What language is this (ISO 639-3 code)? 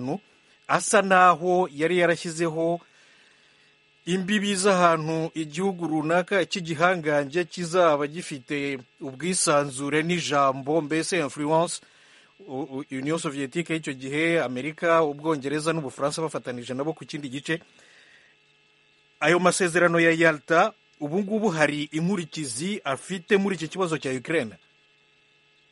kin